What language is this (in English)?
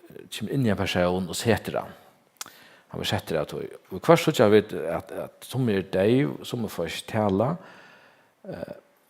Faroese